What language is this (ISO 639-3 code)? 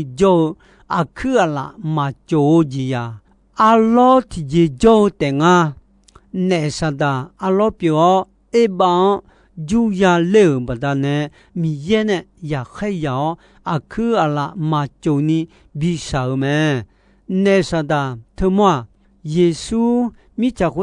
ahk